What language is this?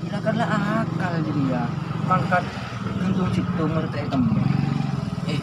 Madurese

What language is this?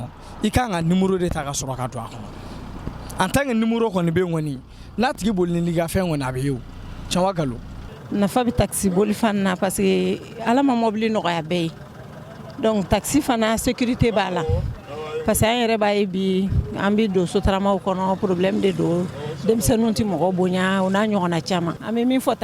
Bambara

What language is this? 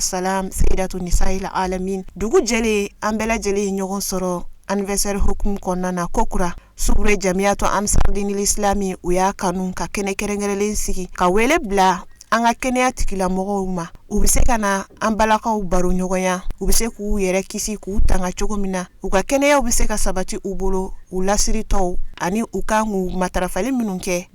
Bambara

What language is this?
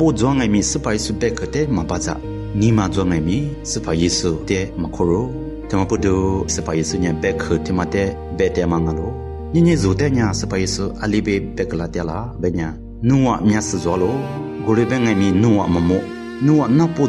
Lisu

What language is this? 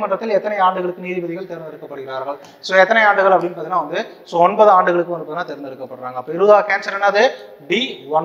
Tamil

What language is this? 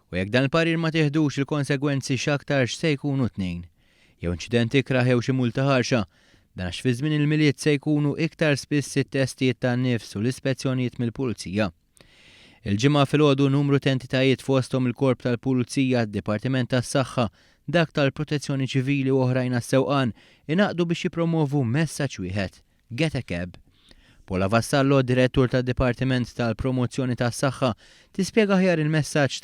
Maltese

